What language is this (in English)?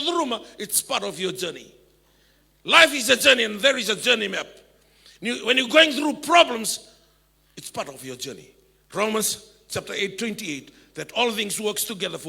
Fijian